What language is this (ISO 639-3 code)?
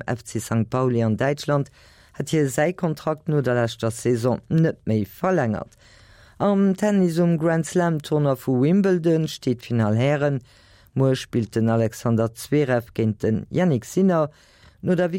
ltz